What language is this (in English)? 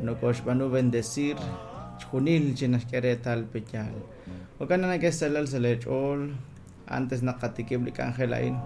Kekchí